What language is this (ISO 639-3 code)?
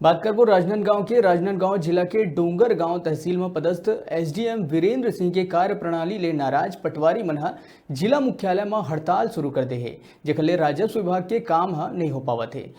hne